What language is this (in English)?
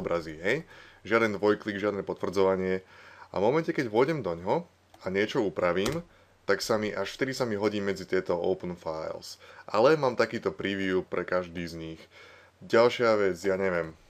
Slovak